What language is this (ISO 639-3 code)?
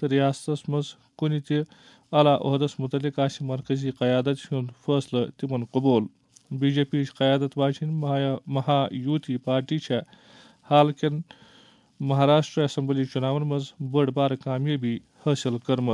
kas